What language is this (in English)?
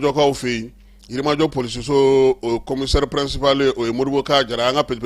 Bambara